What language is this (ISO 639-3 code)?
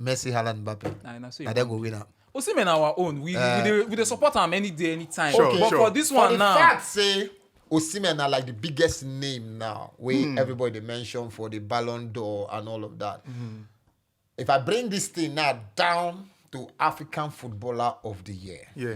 pcm